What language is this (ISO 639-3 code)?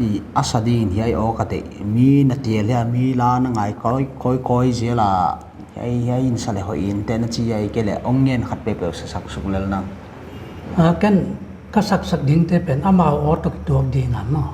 pck